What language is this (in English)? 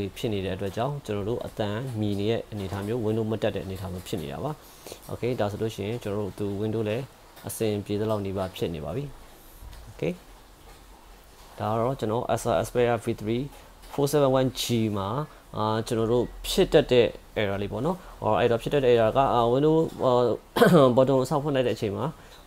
Burmese